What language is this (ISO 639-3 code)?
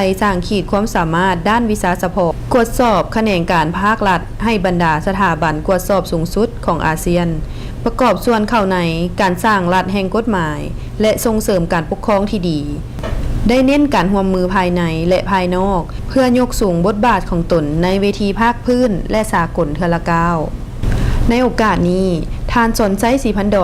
lao